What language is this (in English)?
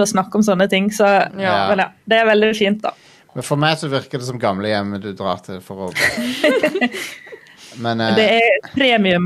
Norwegian